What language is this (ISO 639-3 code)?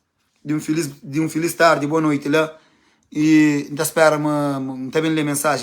kea